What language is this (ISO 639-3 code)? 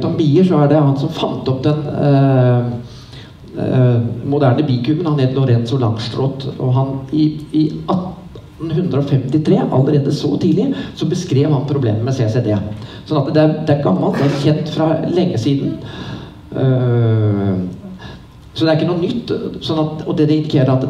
nor